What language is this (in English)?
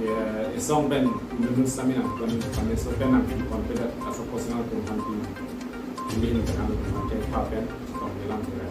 Karbi